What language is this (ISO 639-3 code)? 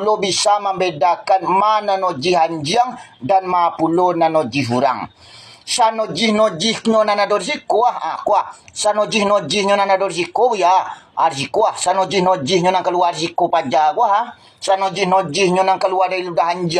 min